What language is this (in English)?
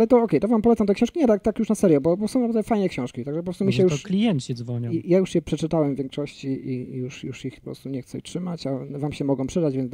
Polish